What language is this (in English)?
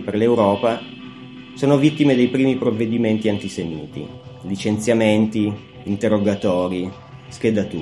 Italian